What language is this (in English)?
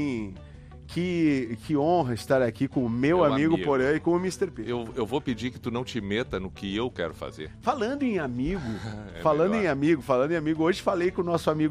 Portuguese